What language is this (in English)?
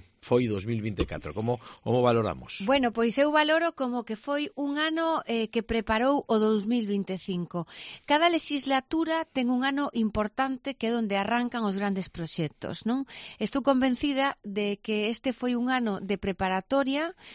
Galician